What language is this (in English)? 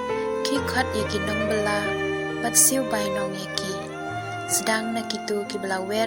Khasi